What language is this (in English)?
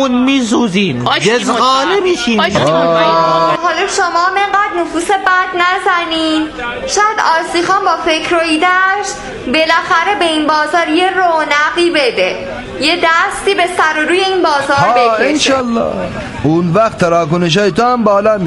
Persian